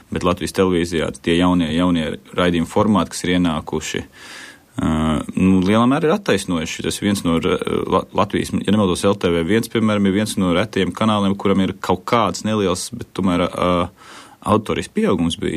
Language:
Latvian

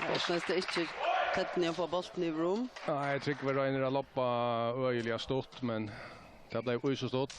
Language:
Faroese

